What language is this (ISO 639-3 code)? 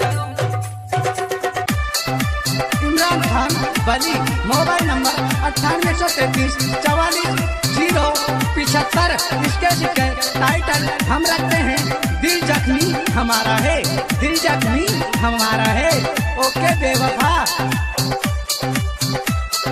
bgc